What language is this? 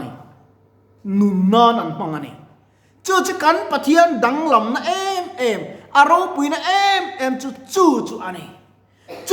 Mizo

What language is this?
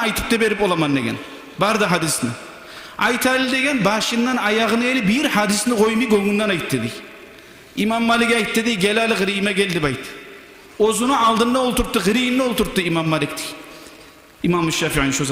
Kumyk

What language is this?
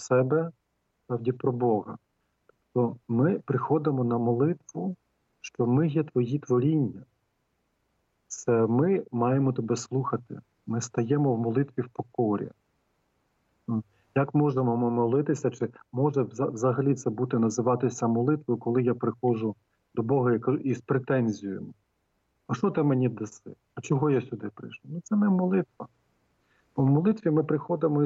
Ukrainian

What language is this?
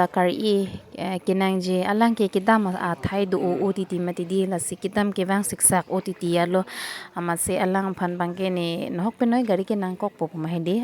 Karbi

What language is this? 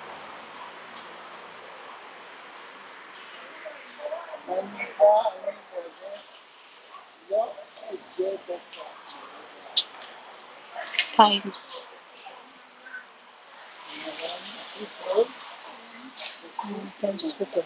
Filipino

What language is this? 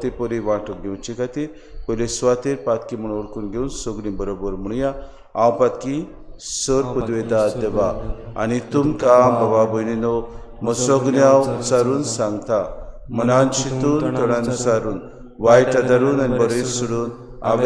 Konkani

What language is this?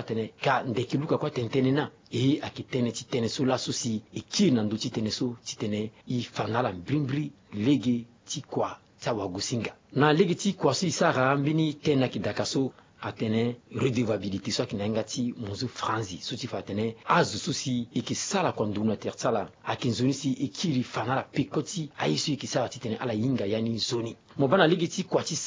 Sango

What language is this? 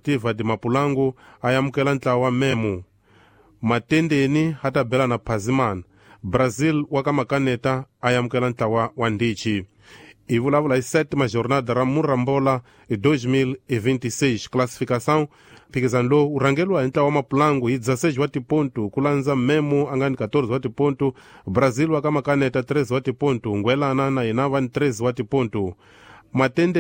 Tsonga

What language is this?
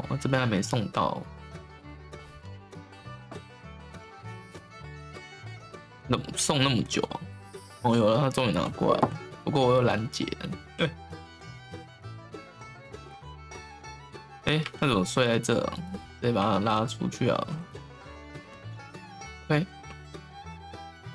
Chinese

